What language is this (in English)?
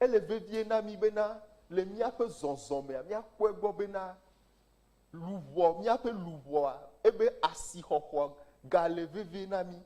Ewe